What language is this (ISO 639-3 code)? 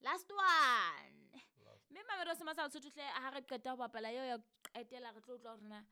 sot